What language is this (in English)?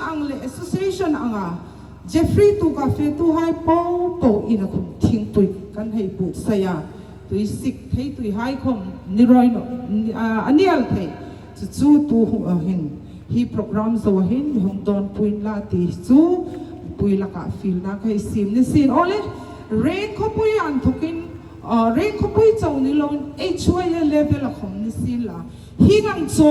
Hmar